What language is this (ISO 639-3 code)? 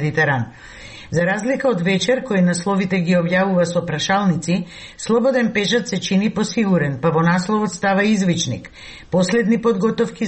mkd